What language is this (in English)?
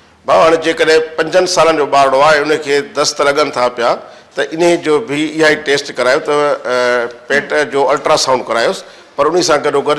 Sindhi